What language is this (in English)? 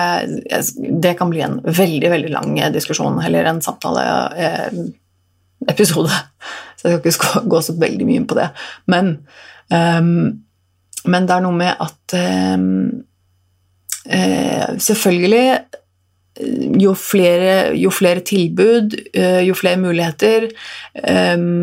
Norwegian